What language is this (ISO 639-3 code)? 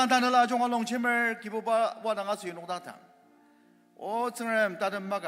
njo